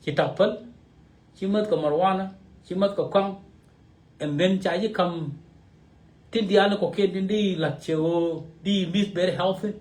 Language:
Nuer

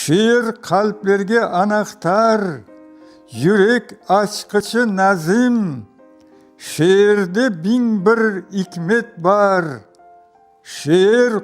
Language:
Crimean Tatar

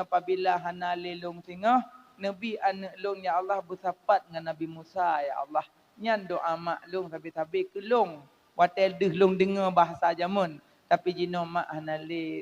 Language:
Achinese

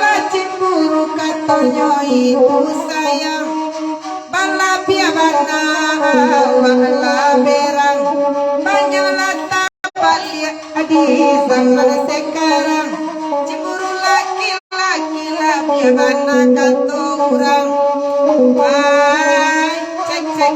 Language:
Minangkabau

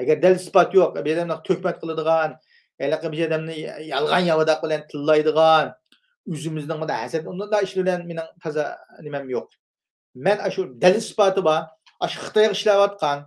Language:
Uyghur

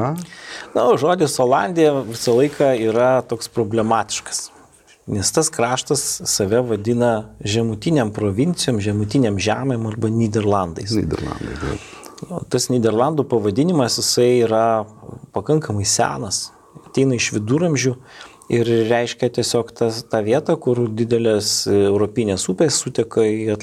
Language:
Lithuanian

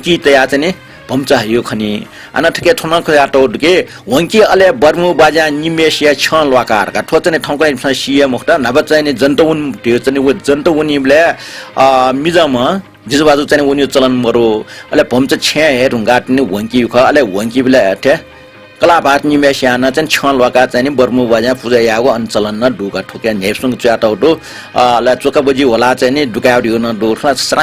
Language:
Newari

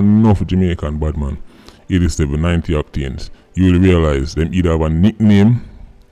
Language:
Jamaican Creole English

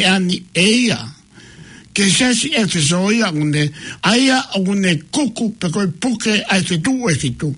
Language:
Tongan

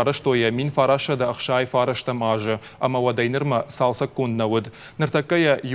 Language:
Ossetic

